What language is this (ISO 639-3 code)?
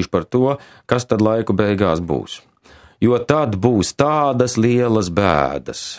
lav